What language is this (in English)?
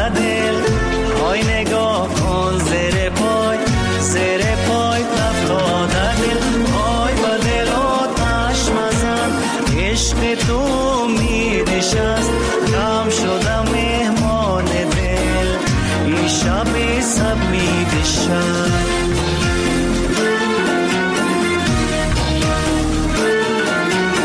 Persian